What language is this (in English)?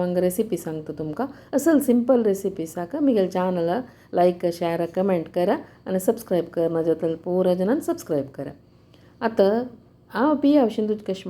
Konkani